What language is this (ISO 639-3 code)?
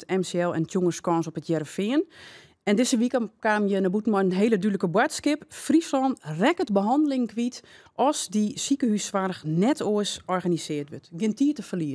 fry